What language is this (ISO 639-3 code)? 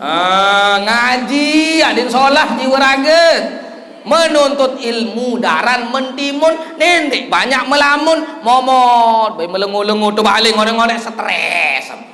sas